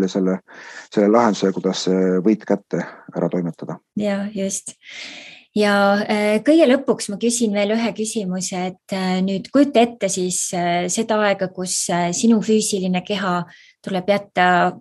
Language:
Estonian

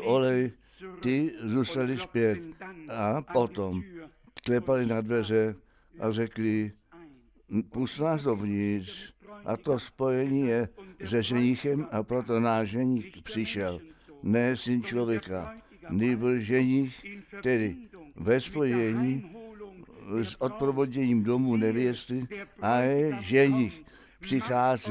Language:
Czech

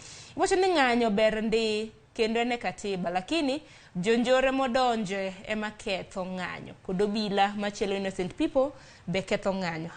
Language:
Luo (Kenya and Tanzania)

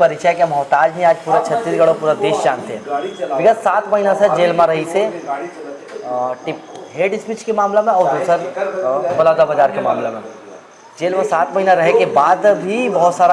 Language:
Chhattisgarhi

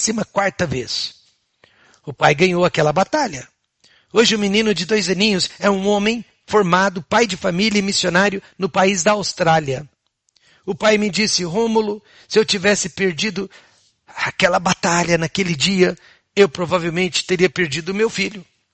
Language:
Portuguese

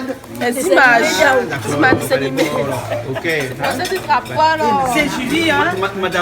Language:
Réunion Creole French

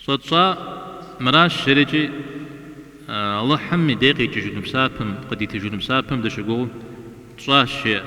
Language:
Kabardian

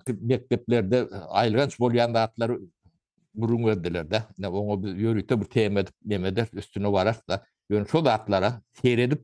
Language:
Turkmen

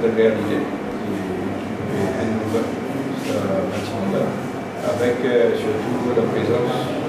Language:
Morisyen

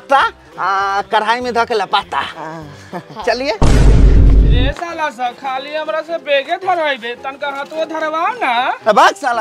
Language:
Bhojpuri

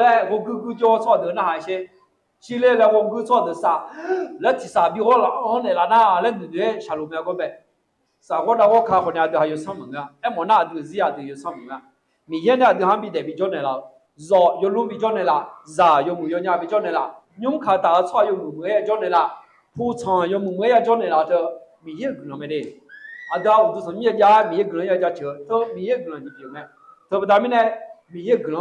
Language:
Akha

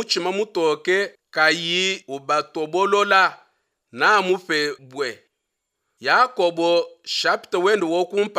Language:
Luba-Lulua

